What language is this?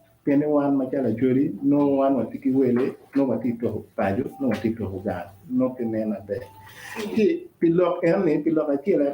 Acoli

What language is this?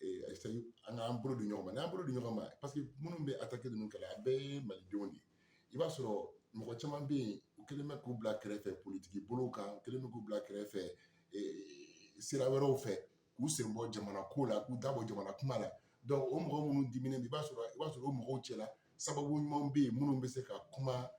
Bambara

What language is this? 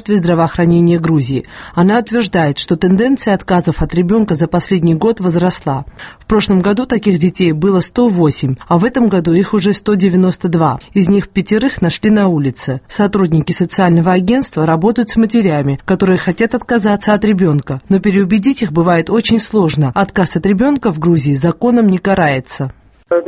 Russian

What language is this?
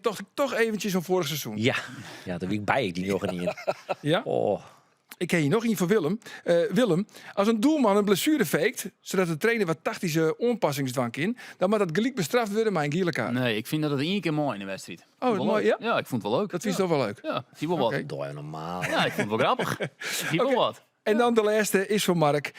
Western Frisian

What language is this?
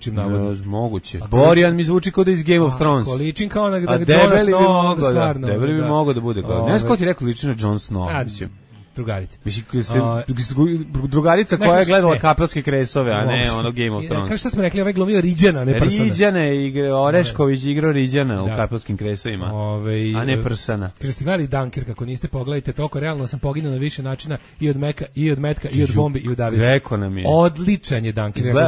Serbian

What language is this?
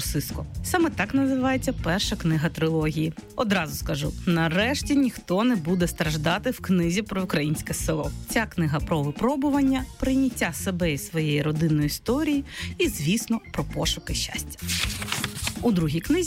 Ukrainian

